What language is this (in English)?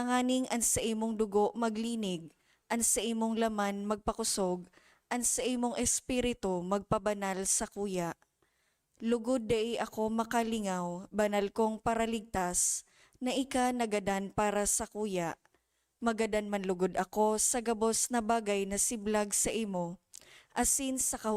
Bikol